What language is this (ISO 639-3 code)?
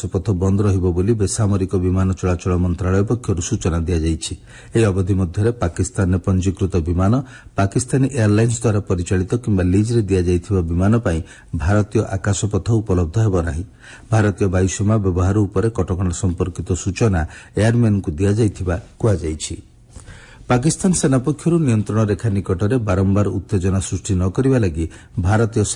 ori